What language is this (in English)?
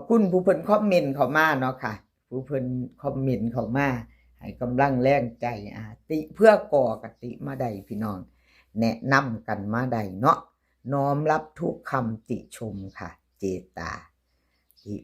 Northeastern Thai